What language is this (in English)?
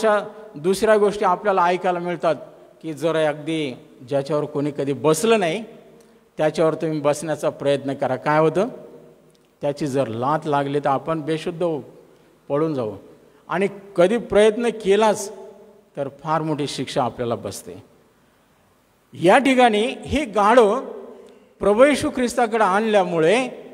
Marathi